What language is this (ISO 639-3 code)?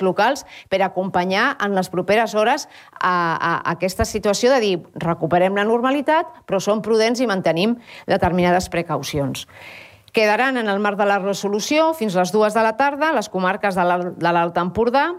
cat